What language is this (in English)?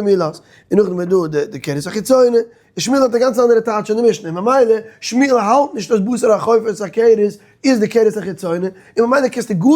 Yiddish